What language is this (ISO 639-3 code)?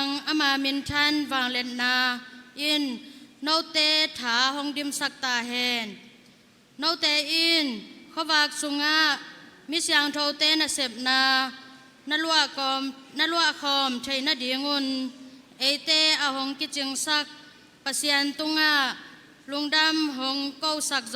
ctd